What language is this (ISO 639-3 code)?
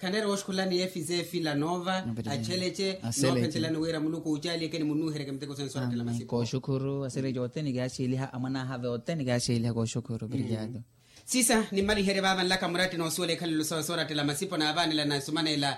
vmw